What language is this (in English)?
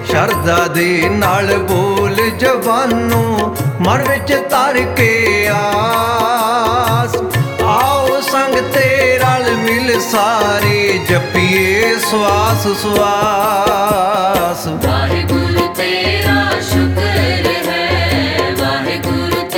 Punjabi